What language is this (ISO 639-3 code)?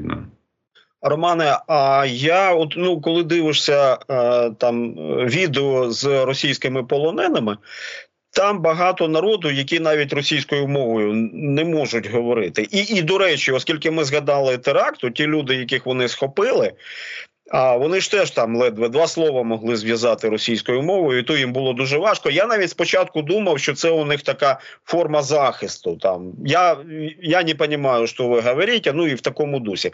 ukr